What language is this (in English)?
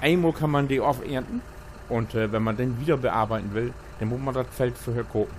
Low German